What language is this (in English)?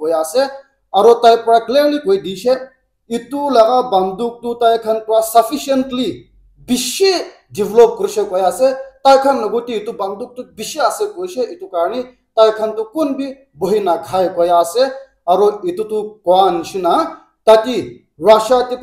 Naga Pidgin